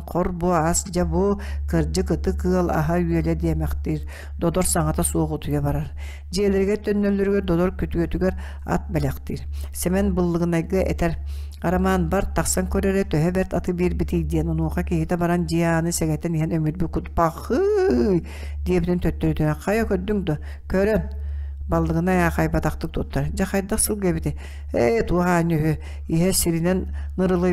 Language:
Yakut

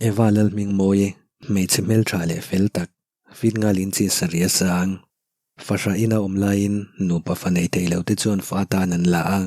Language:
Mizo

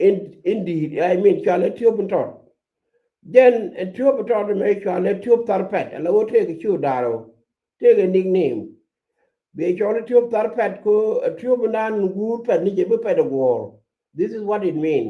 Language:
Nuer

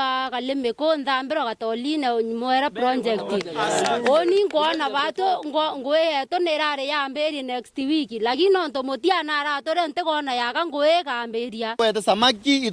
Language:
Meru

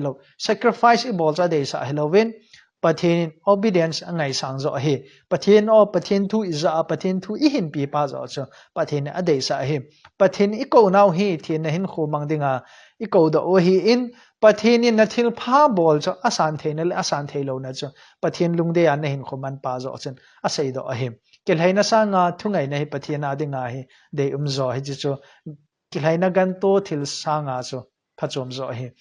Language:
Thado Chin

